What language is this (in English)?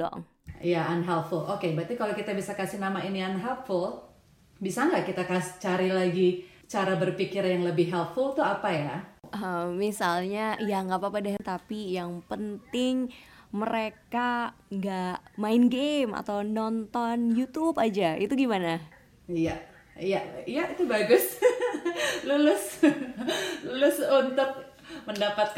Indonesian